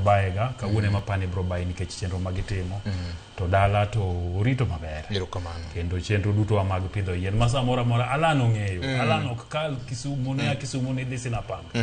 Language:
Luo (Kenya and Tanzania)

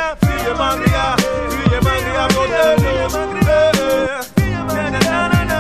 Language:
Greek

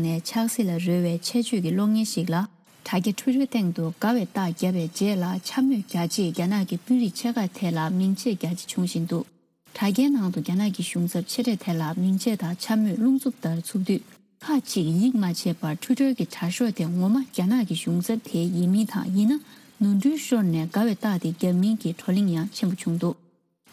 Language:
Tibetan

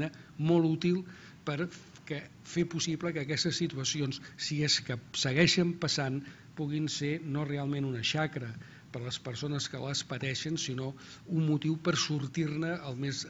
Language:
Catalan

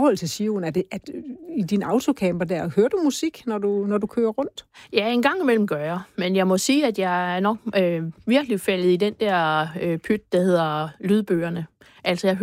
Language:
Danish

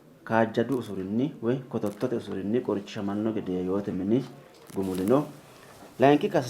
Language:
Sidamo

